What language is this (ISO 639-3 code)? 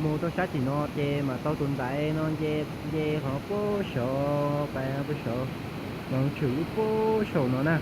hmn